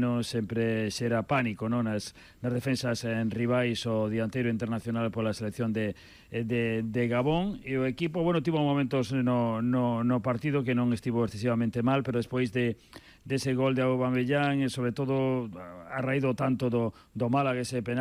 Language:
Galician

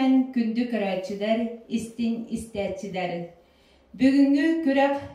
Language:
Yakut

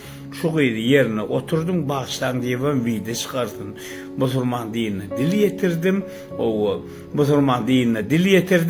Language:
Turkmen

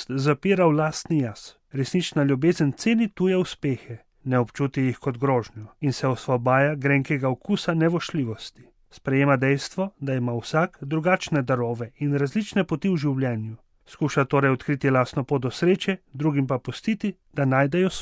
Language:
Slovenian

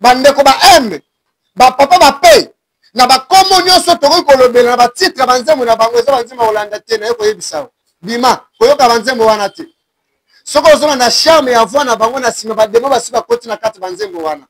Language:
Lingala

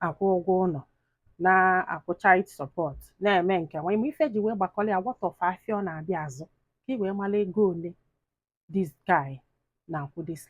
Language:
Igbo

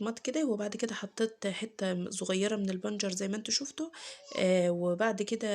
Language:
Egyptian Arabic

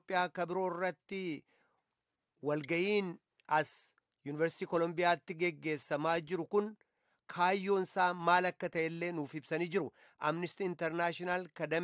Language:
Oromo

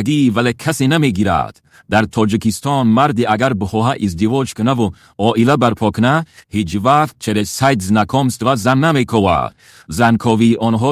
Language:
Tajik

